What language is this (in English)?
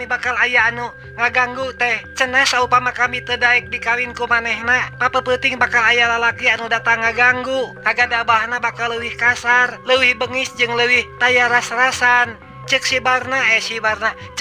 Sundanese